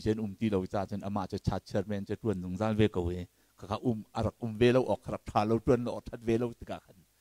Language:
Hakha Chin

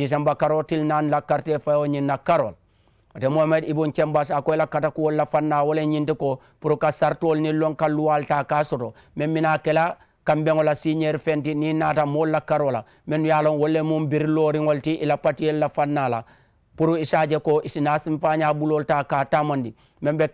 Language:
Mandingo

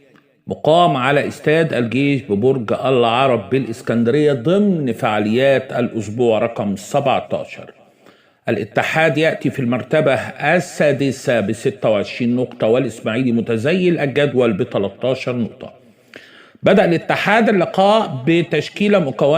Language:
Egyptian Arabic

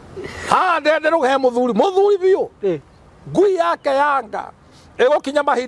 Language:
Kikuyu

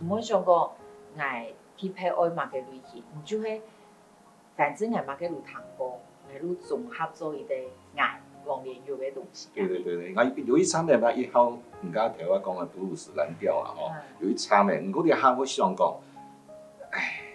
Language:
Hakka Chinese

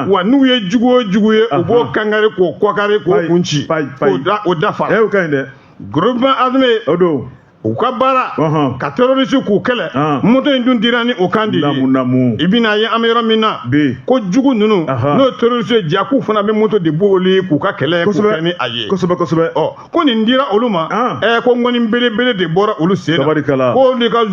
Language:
Bambara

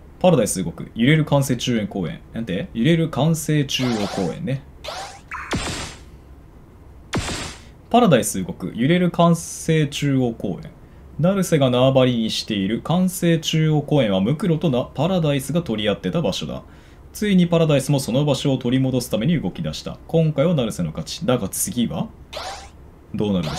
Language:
Japanese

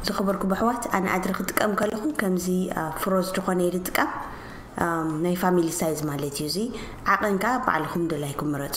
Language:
Tigrinya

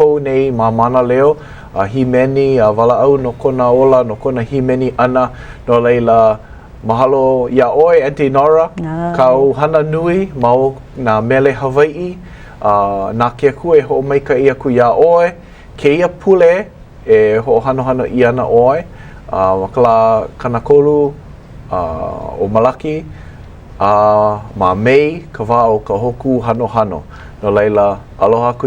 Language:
Hawaiian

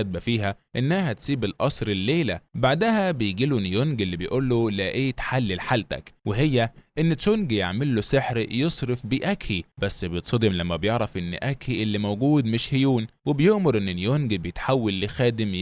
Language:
Egyptian Arabic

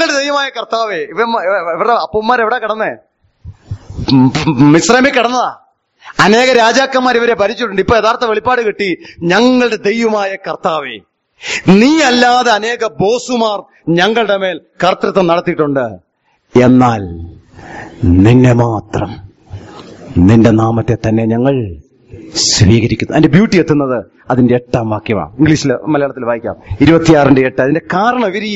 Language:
Malayalam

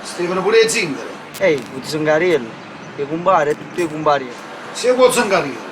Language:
Neapolitan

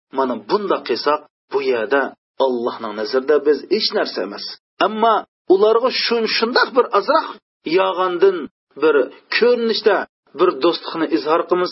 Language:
Uyghur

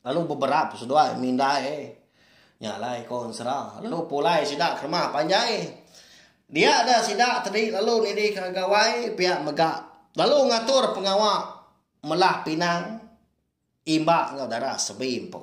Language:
Iban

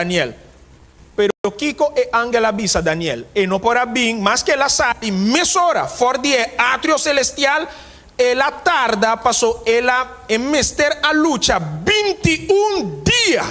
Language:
Papiamento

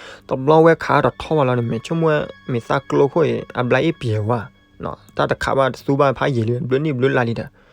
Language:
S'gaw Karen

